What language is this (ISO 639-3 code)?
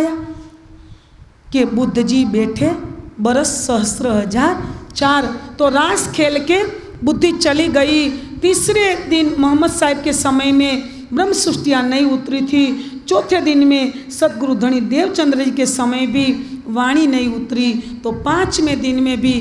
hin